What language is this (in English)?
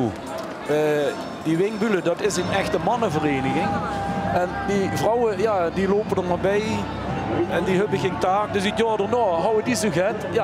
Limburgish